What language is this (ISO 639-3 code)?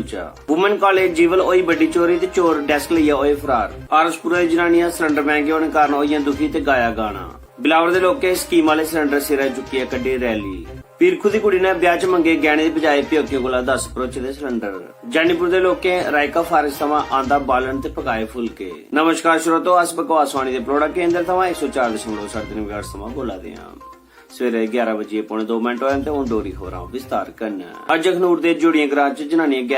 doi